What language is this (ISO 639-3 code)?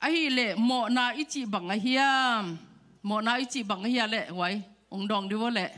ctd